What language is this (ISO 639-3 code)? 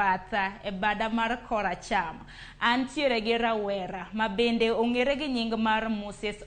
luo